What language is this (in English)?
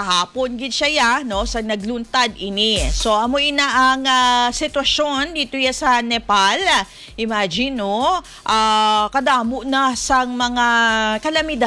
Hiligaynon